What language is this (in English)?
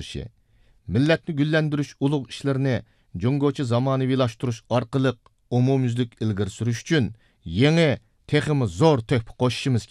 Uyghur